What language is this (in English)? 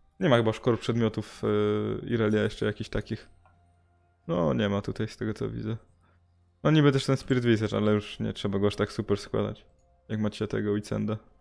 Polish